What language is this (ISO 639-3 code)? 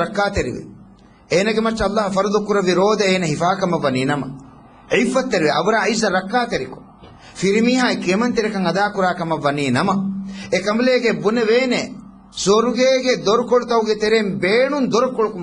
div